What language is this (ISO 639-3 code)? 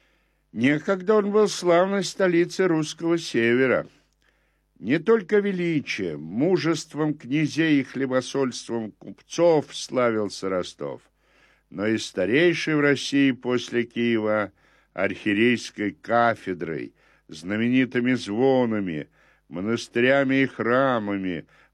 rus